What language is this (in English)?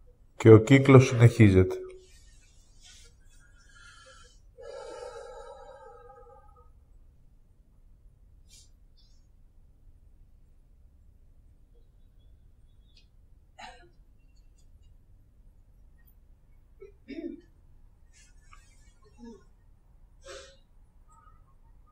Greek